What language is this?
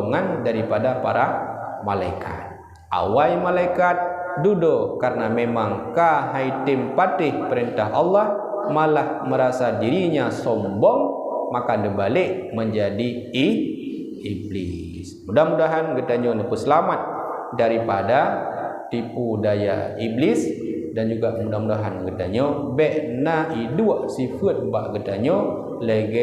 Achinese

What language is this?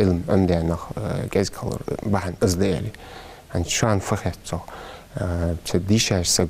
Ingush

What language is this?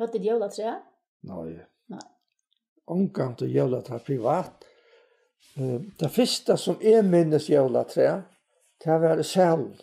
Faroese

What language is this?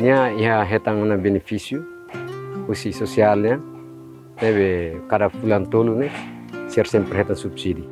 Tetum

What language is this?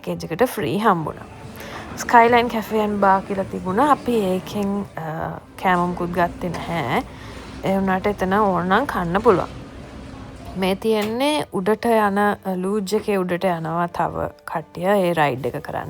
Sinhala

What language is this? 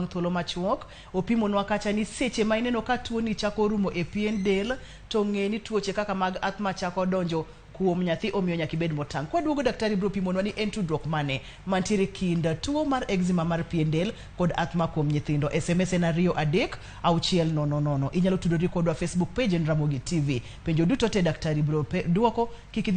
Luo (Kenya and Tanzania)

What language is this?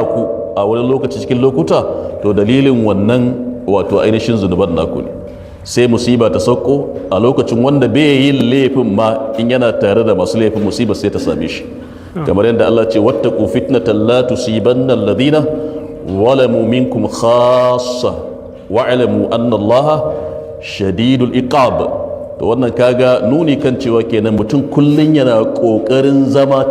Hausa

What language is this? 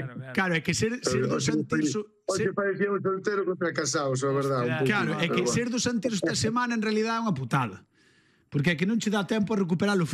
Galician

